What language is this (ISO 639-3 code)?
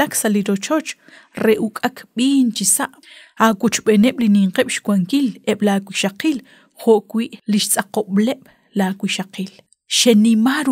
kek